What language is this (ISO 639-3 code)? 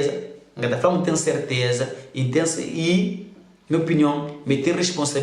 kea